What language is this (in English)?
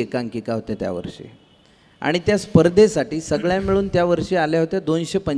Marathi